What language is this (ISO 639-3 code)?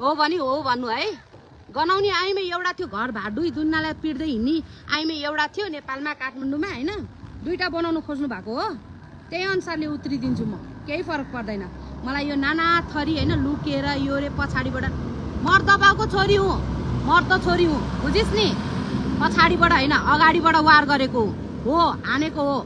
nep